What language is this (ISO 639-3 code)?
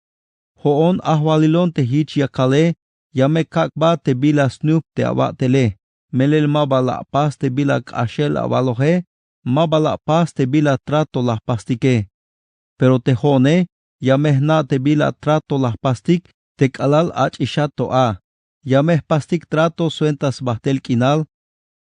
tzh